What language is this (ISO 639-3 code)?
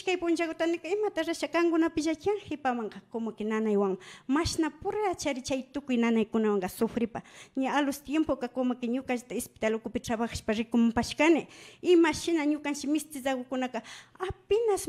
qvi